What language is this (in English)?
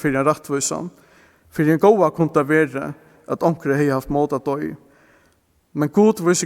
Faroese